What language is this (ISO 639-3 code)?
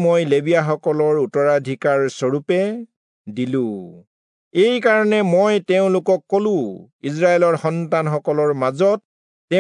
asm